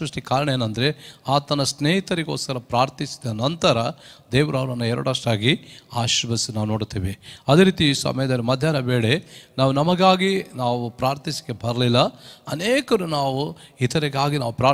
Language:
Kannada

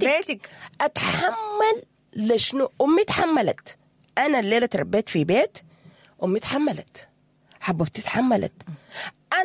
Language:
Sudanese Arabic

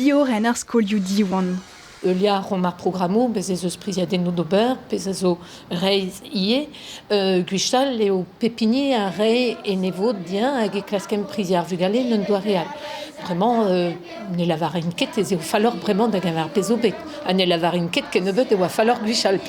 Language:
Breton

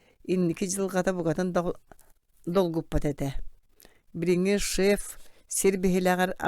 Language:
Yakut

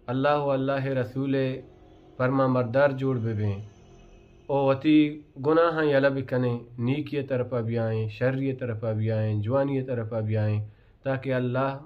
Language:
Baluchi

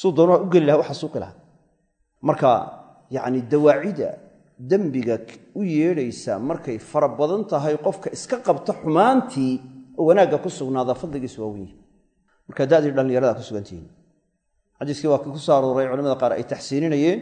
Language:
Somali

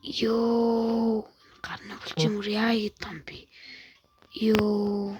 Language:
Mongolian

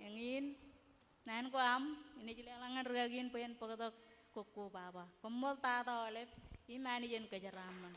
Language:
Marshallese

